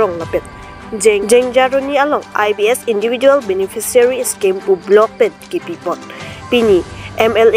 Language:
Karbi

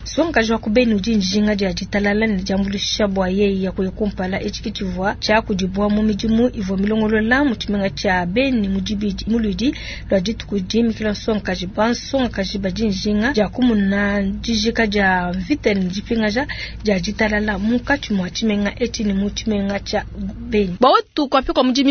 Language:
Luba-Lulua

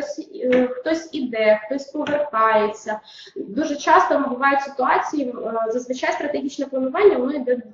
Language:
Ukrainian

